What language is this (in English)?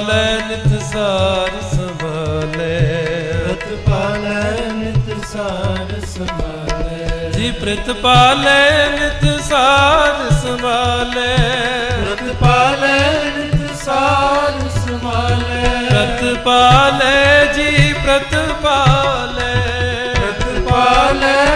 Punjabi